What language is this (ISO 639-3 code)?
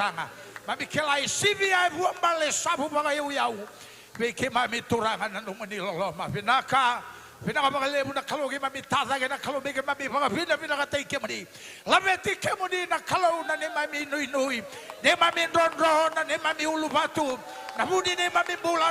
fij